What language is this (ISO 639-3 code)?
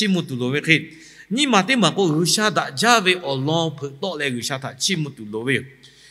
lhu